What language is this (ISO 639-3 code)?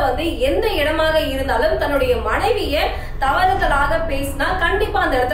tam